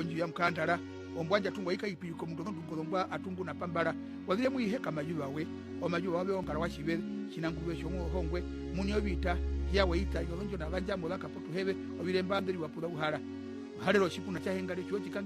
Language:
Herero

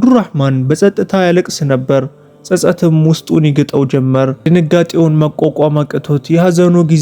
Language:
Amharic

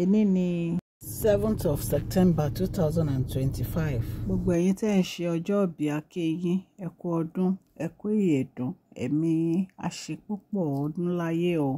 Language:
Yoruba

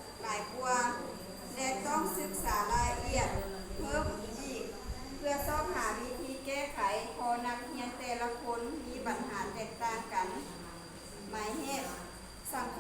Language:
Lao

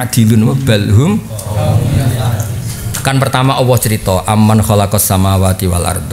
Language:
Indonesian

